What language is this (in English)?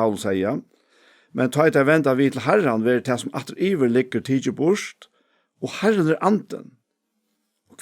Faroese